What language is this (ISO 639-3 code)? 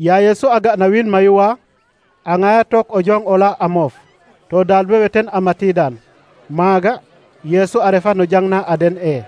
srr